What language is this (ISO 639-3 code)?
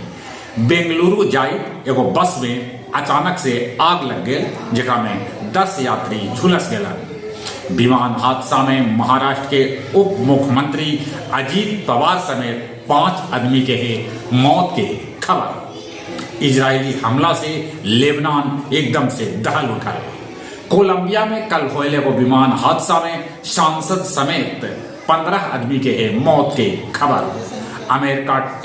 mag